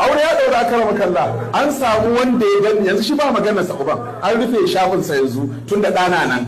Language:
Hausa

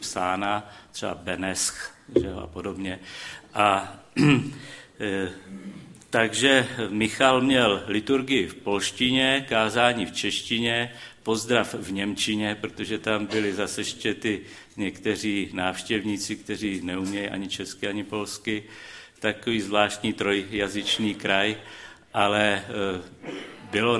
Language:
Czech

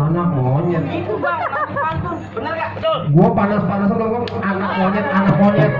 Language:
Betawi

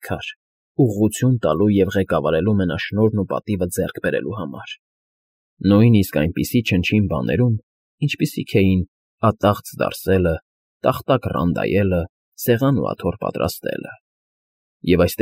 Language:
Armenian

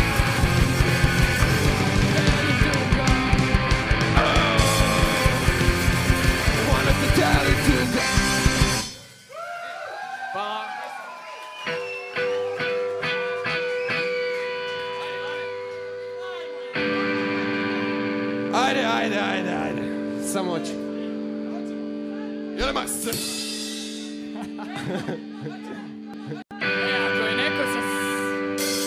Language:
Croatian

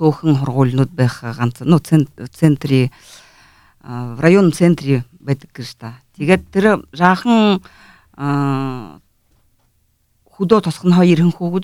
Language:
Buriat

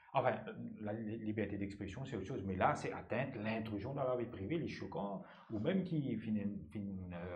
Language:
Morisyen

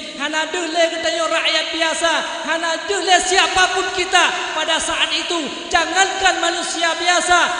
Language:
Achinese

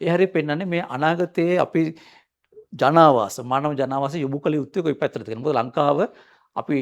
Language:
Sinhala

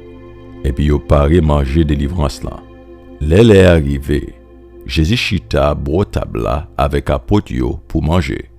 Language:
Haitian Creole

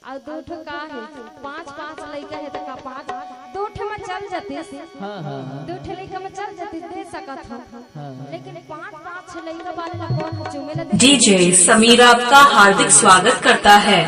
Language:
Chhattisgarhi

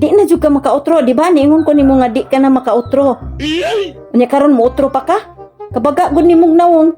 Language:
Cebuano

